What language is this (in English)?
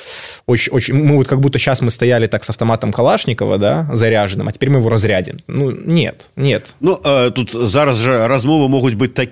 Belarusian